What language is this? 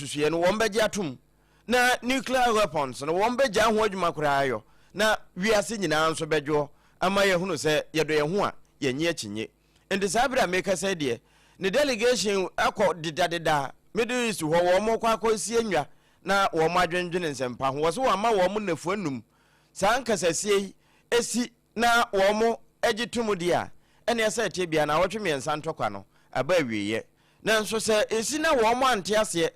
Akan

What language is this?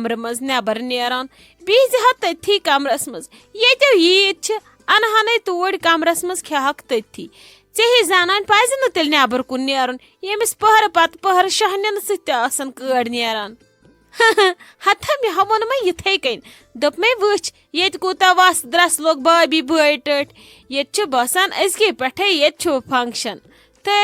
Kashmiri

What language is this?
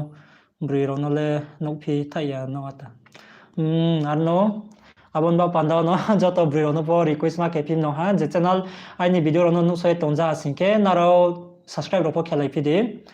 Riang (India)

